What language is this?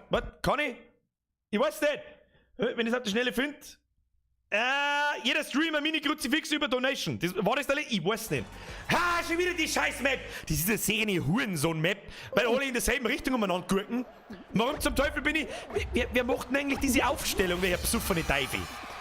Bavarian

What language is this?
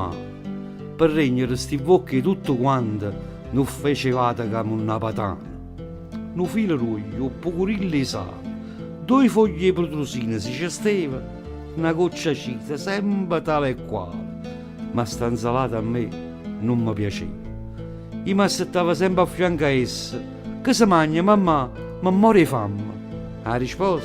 Neapolitan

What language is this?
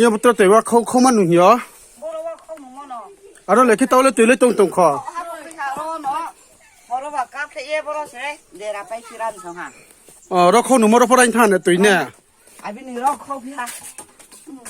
Riang (India)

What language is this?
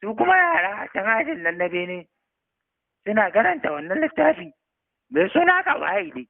Hausa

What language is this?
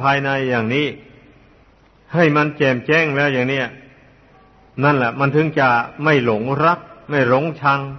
Thai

